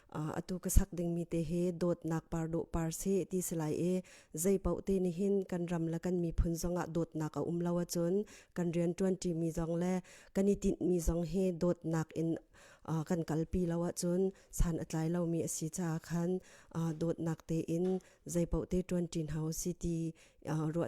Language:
Hakha Chin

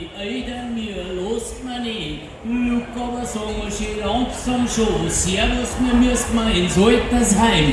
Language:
Bavarian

